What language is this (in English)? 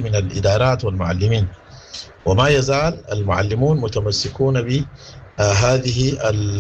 Sudanese Arabic